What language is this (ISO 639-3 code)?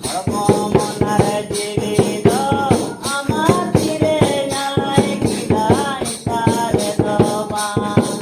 sat